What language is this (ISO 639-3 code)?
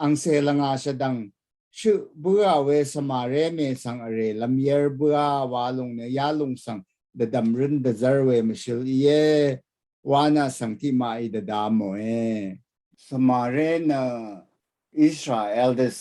raw